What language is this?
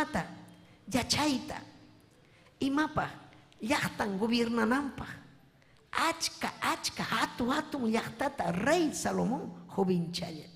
Ayacucho Quechua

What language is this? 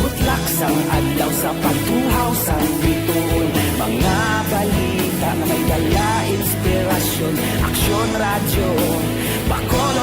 Hiligaynon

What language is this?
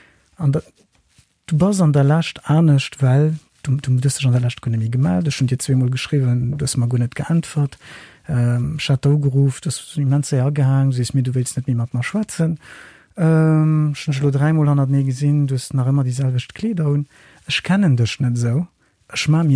Luxembourgish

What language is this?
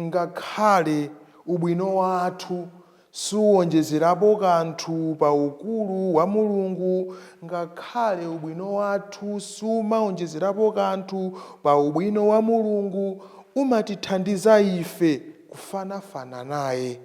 Nyanja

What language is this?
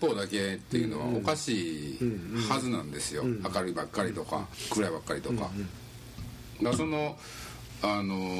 Japanese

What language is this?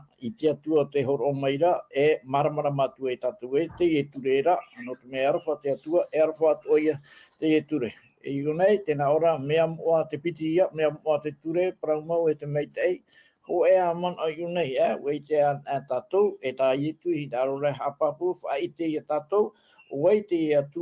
Tahitian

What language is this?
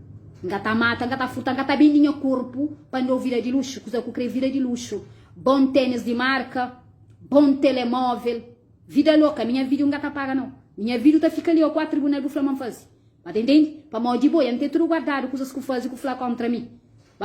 Kabuverdianu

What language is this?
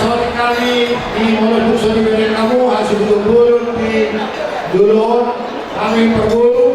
Batak Toba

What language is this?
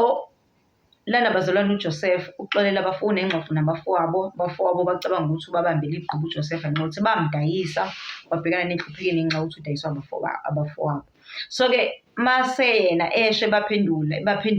Zulu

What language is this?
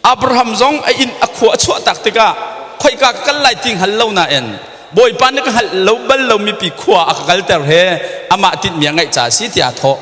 Hakha Chin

